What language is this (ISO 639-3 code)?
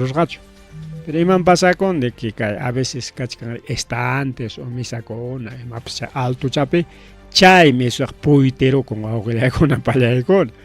quy